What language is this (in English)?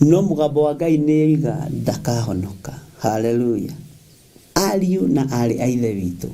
Kikuyu